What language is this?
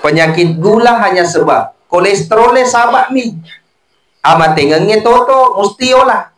Buginese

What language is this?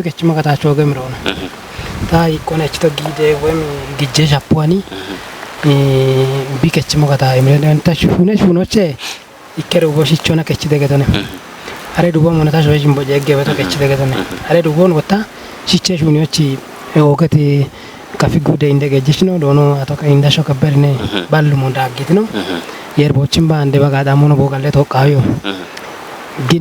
Kafa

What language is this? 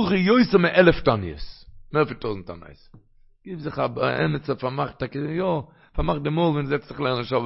Yiddish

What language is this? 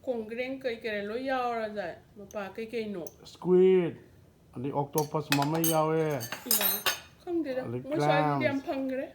Manipuri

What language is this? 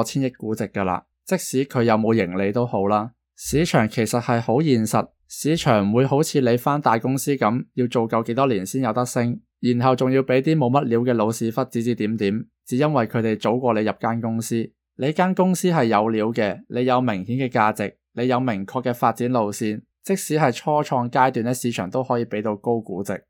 Cantonese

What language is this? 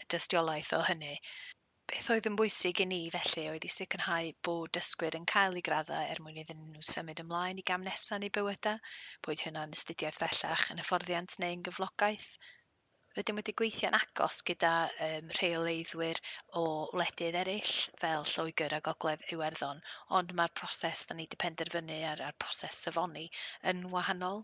Welsh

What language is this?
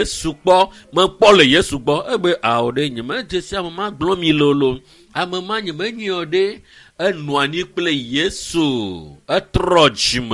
Ewe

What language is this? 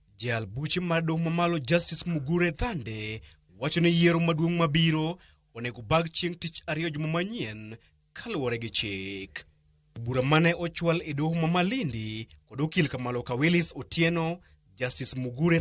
Luo (Kenya and Tanzania)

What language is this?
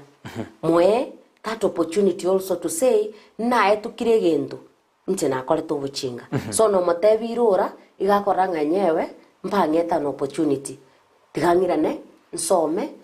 Gusii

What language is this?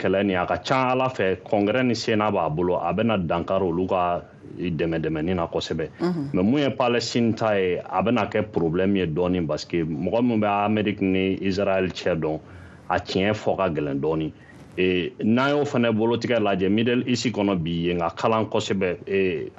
Bambara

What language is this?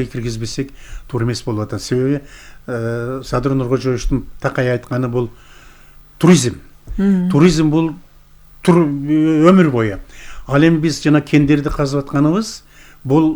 Kyrgyz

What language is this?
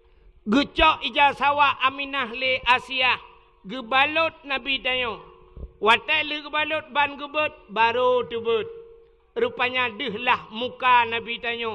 Achinese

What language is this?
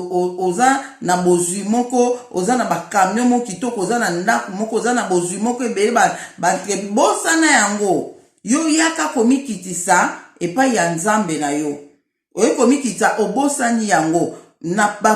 Lingala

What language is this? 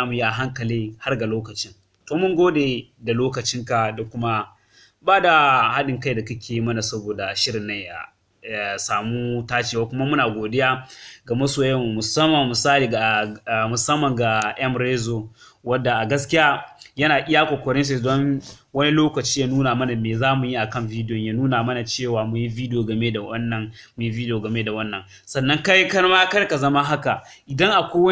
Hausa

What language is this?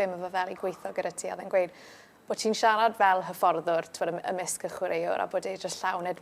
Welsh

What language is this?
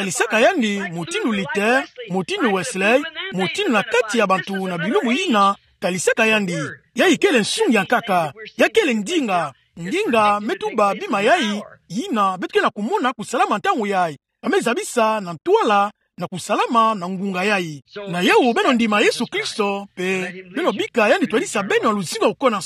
Kituba (Democratic Republic of Congo)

